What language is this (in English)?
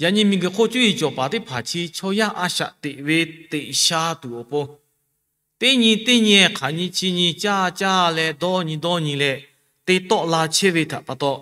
Lahu